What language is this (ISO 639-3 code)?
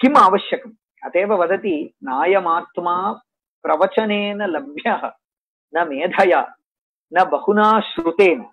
san